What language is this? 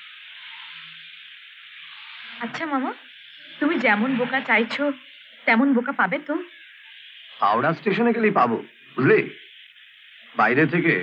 Bangla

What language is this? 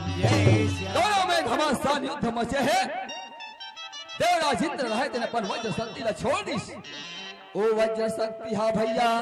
Chhattisgarhi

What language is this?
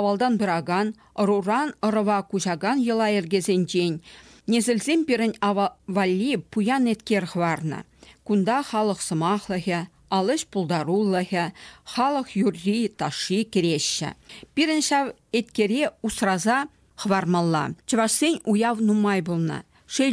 Chuvash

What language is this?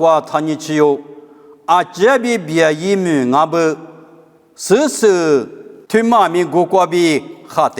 Lisu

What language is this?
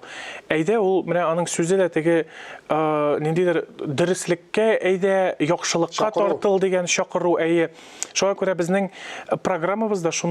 Tatar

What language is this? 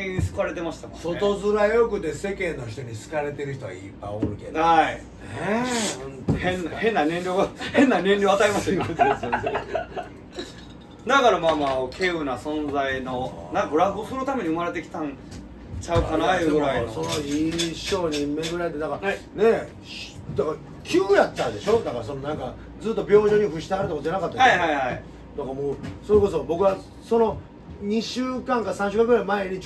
Japanese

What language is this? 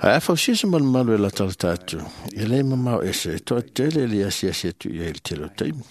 Samoan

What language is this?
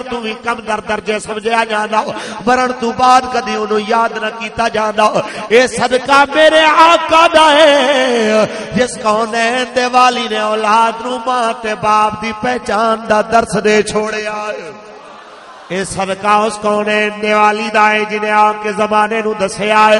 Western Panjabi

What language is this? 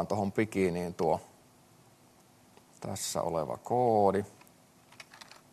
Finnish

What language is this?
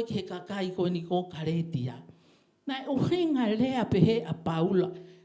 Tongan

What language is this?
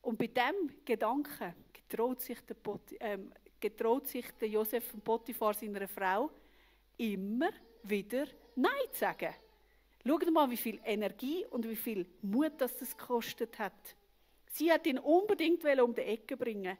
Swiss German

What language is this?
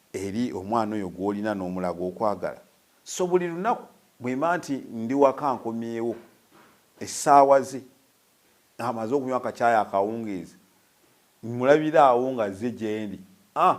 Ganda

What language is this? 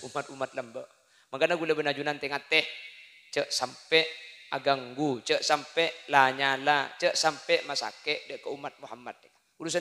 Madurese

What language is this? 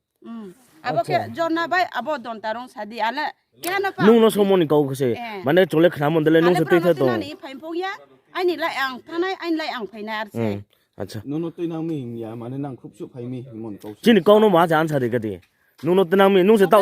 Riang (India)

